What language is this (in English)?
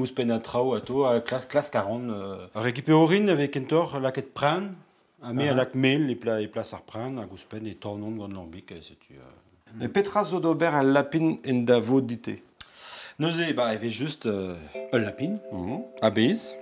Breton